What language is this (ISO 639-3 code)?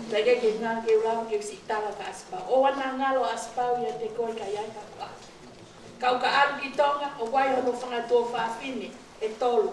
ton